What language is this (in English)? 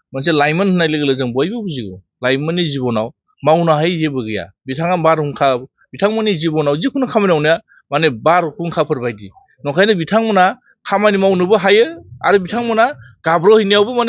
Bodo